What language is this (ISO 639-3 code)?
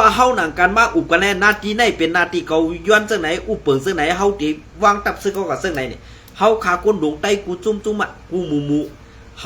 shn